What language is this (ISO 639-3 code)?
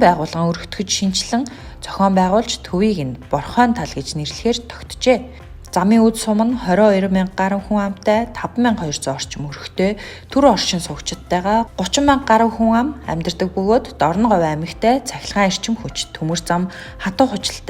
mon